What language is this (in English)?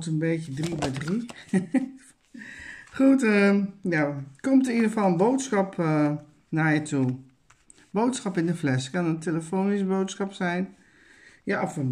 Dutch